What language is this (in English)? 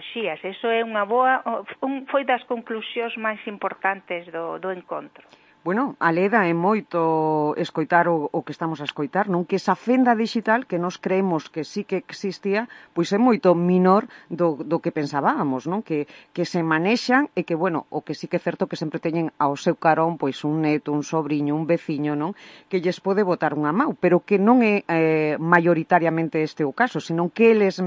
Galician